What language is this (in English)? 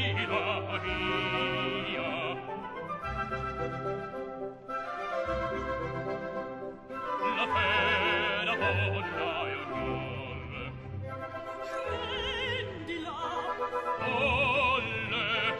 Italian